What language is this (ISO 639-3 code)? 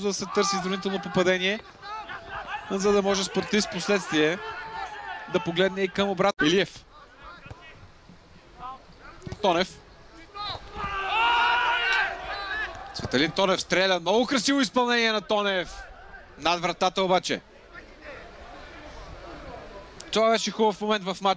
bul